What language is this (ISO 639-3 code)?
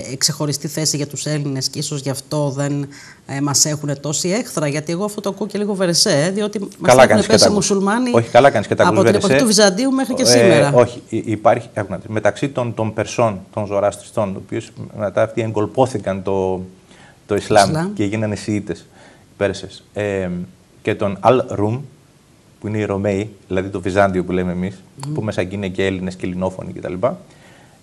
ell